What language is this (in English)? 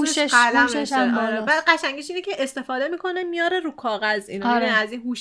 Persian